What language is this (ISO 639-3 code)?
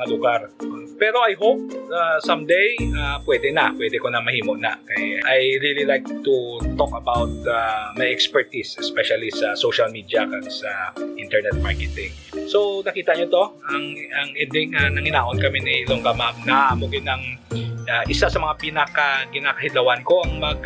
hil